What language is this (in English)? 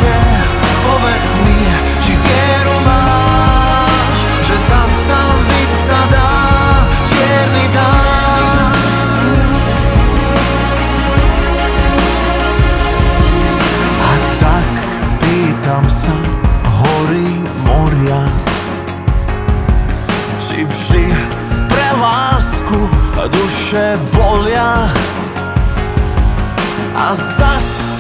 Slovak